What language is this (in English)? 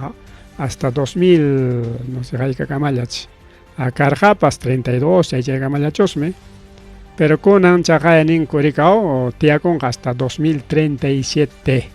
Ayacucho Quechua